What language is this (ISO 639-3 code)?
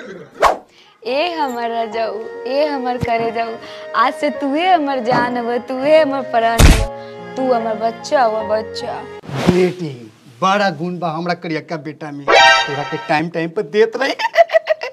bho